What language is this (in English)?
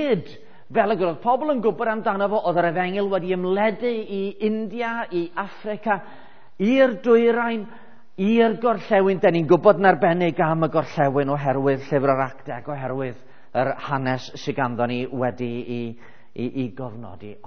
Welsh